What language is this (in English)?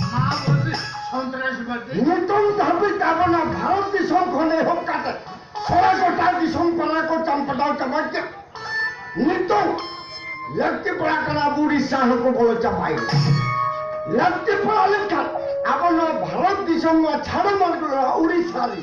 Santali